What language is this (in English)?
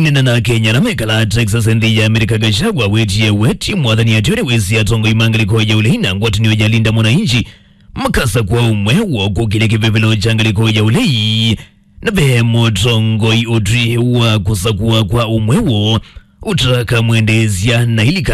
Kamba